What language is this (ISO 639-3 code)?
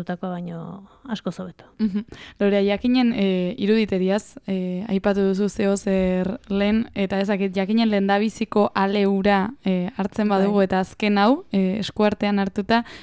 eus